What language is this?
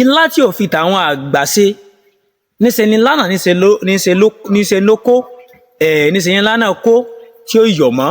Yoruba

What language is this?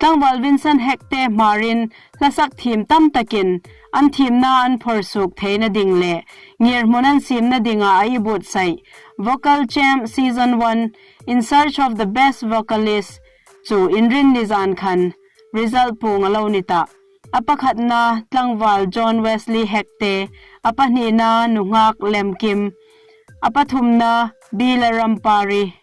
Hmar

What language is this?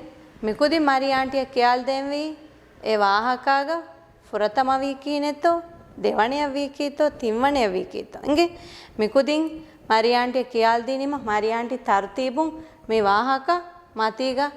Divehi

